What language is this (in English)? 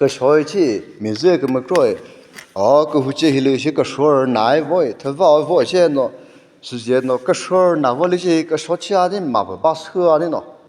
Chokri Naga